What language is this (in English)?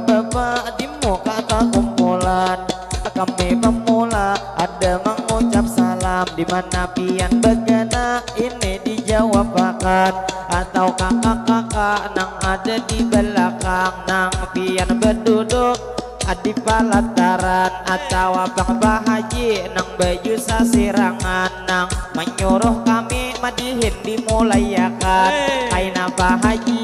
Banjar